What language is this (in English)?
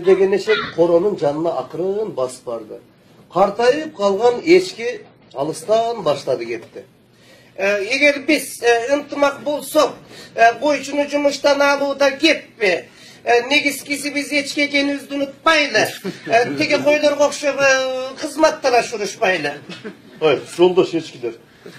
Kyrgyz